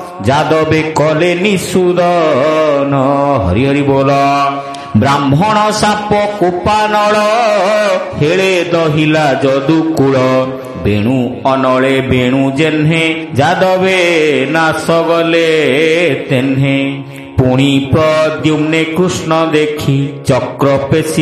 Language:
Odia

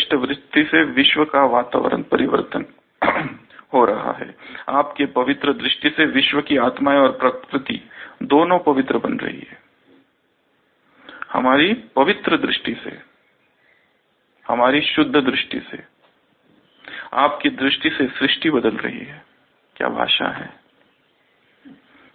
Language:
Hindi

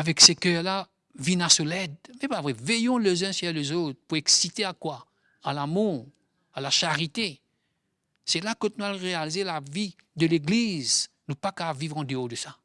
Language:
Morisyen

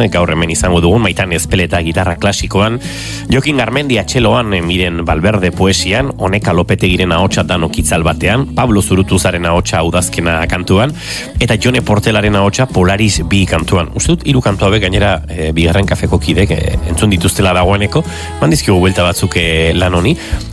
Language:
Basque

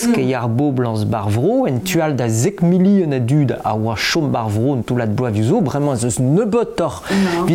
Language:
Breton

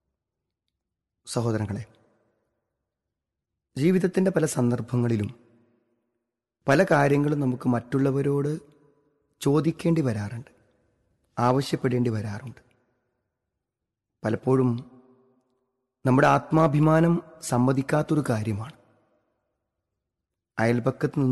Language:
Malayalam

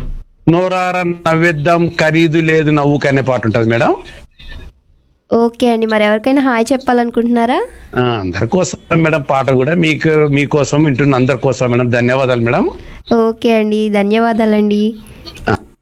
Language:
Telugu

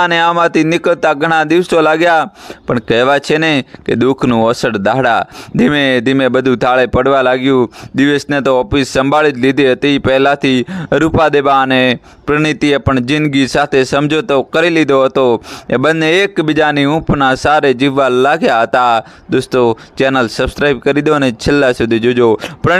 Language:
Gujarati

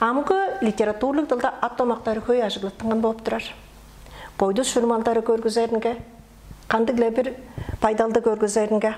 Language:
Tuvinian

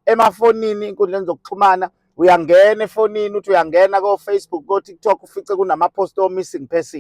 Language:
Zulu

